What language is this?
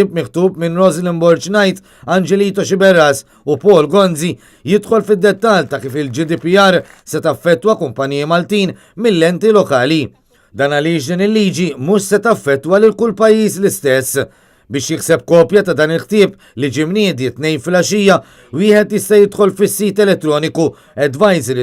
Maltese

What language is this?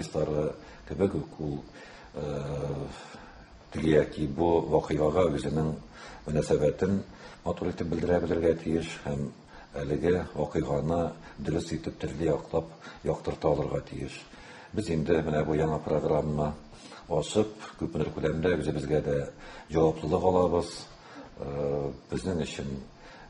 Tatar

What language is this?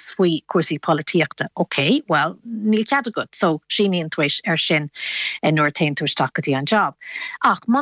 Irish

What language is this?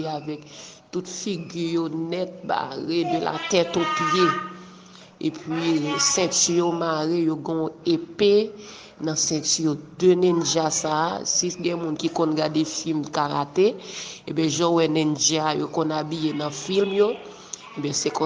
Haitian Creole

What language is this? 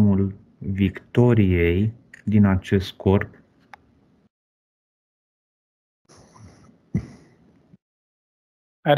Romanian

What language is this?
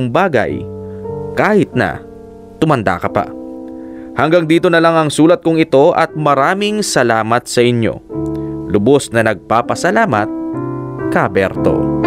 Filipino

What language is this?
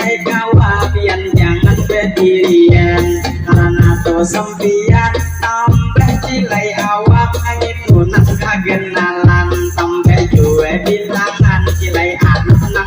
Banjar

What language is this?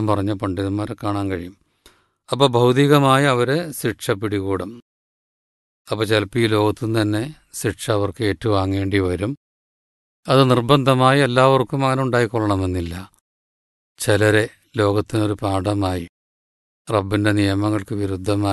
Malayalam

